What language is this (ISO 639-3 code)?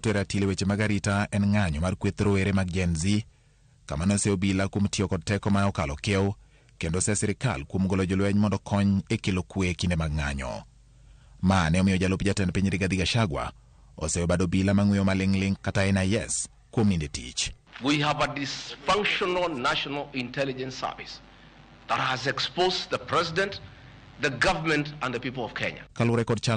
luo